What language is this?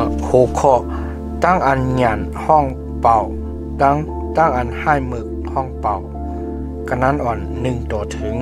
Shan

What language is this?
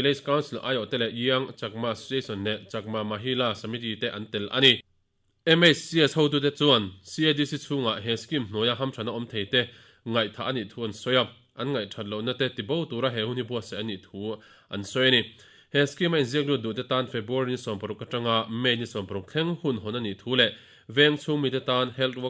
Mizo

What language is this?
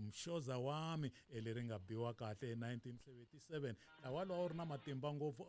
Tsonga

